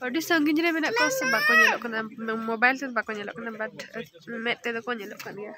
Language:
Santali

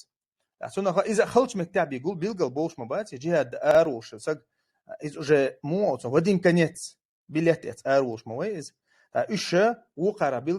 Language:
Chechen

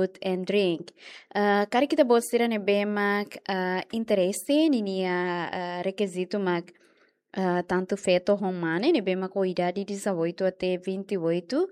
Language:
Tetum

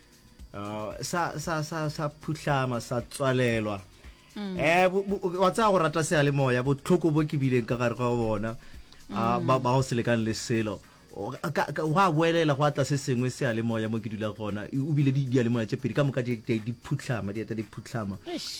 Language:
Northern Sotho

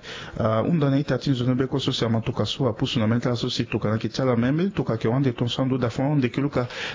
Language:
Sango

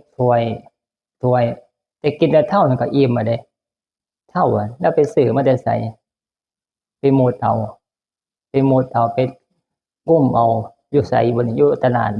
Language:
Northeastern Thai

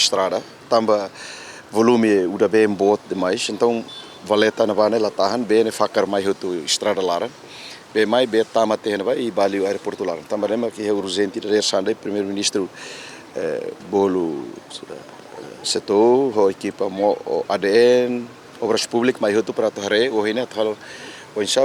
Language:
Tetum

